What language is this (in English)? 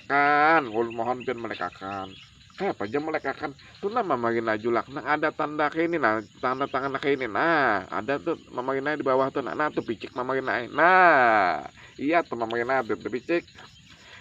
Banjar